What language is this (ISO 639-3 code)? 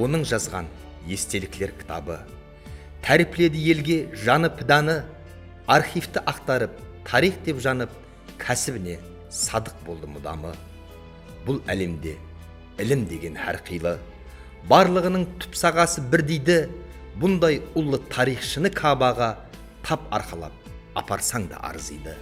kaa